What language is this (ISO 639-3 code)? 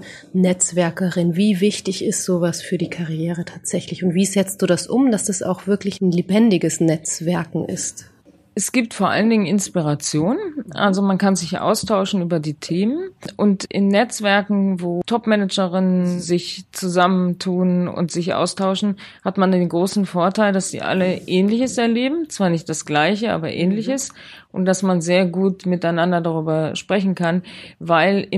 deu